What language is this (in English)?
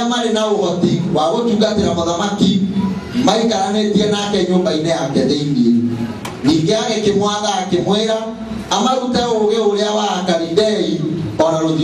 Kikuyu